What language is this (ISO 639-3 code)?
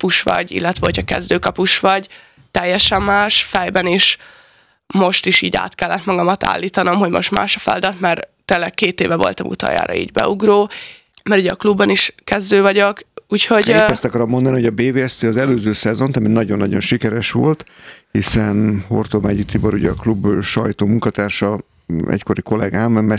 hun